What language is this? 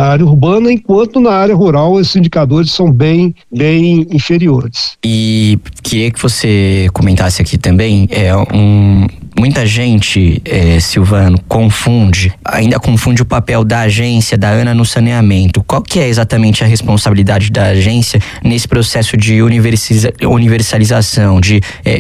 Portuguese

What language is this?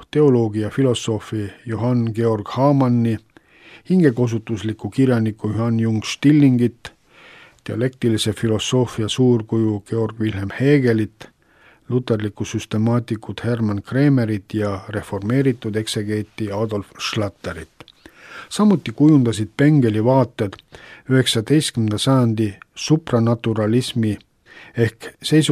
Estonian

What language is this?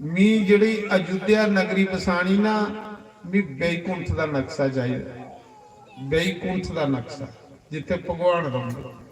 Dogri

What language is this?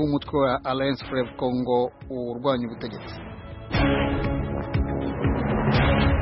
Kinyarwanda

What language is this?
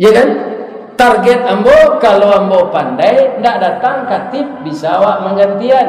Minangkabau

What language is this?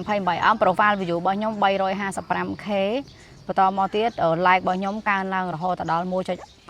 Khmer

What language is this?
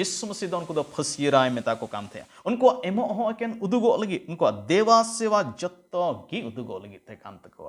Santali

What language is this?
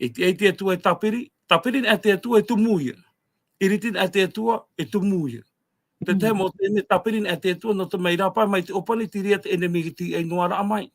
Tahitian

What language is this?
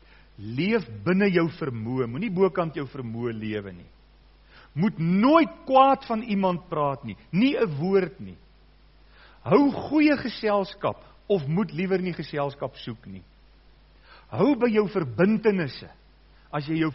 Afrikaans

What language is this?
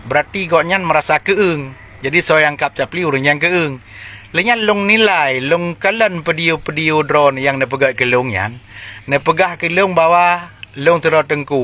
Achinese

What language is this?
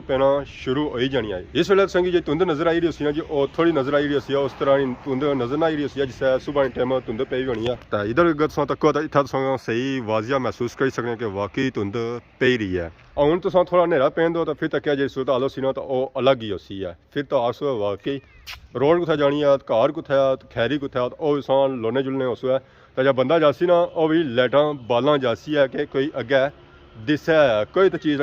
Pahari-Potwari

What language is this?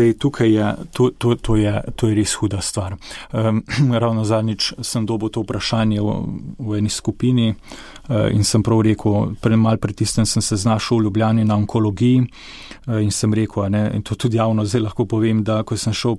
Slovenian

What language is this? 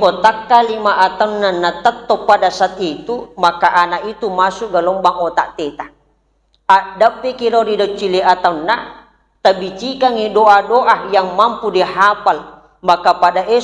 Buginese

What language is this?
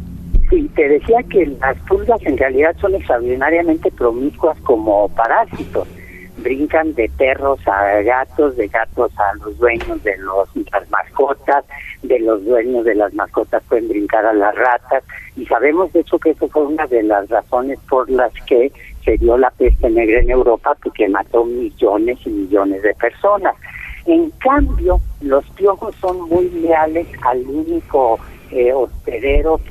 Spanish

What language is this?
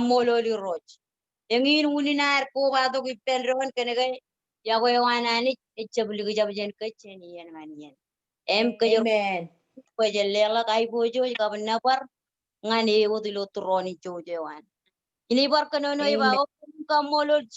Marshallese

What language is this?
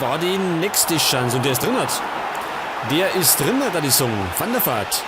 Bavarian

